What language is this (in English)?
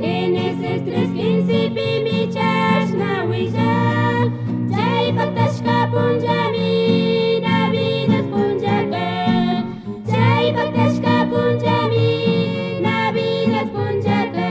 Chimborazo Highland Quichua